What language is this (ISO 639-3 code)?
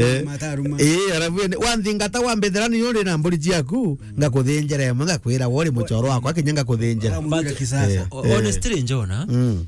mer